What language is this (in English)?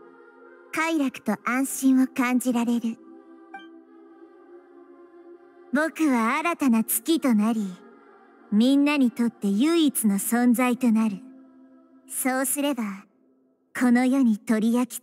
Japanese